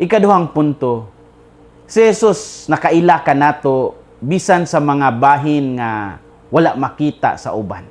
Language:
Cebuano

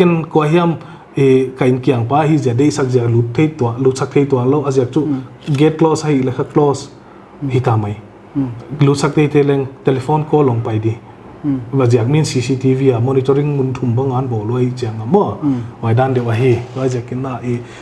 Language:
Paite Chin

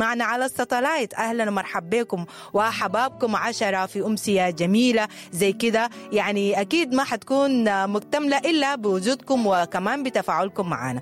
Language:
Sudanese Arabic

